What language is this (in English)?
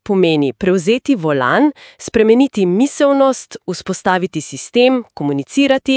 Slovenian